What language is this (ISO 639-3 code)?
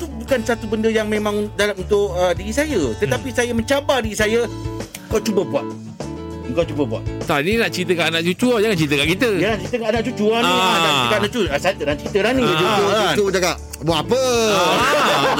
msa